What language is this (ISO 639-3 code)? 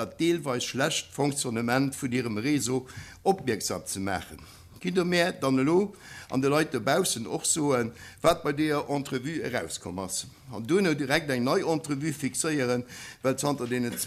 ltz